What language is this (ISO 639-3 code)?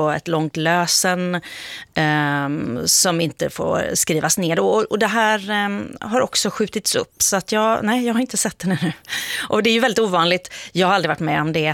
swe